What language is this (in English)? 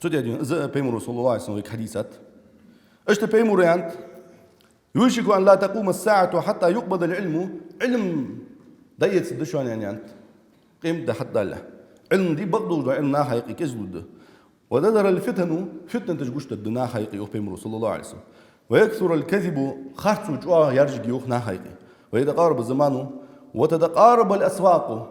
Ingush